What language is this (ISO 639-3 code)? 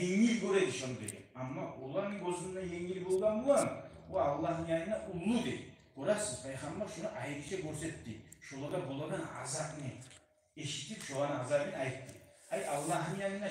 kum